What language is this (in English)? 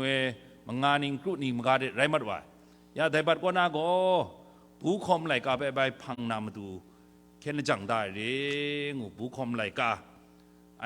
Kachin